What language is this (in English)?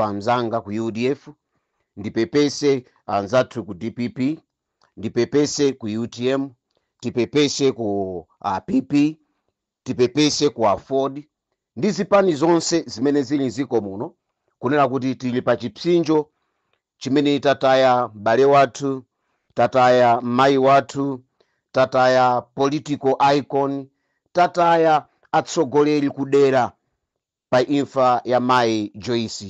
Nyanja